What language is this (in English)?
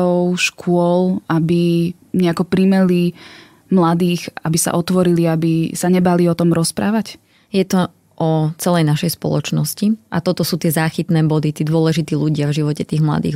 Slovak